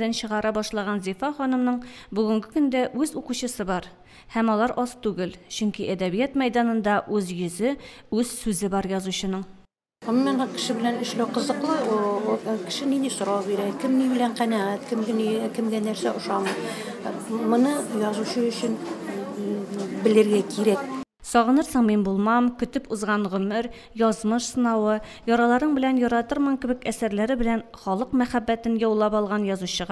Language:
Tatar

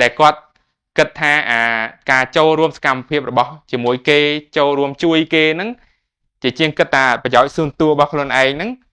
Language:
Khmer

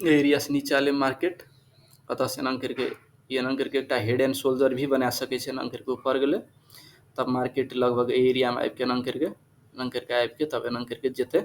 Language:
Maithili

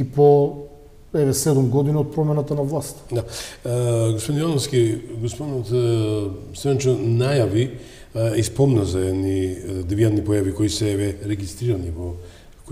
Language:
Macedonian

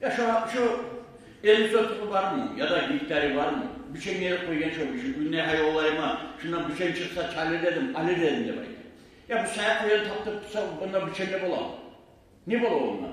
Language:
Kumyk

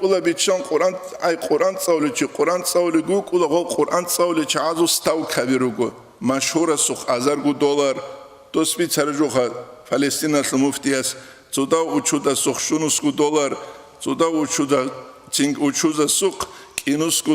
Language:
Avaric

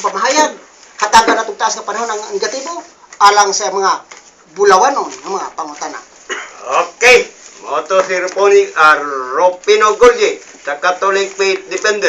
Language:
Cebuano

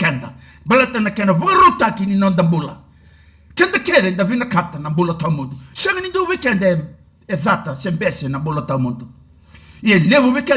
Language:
Fijian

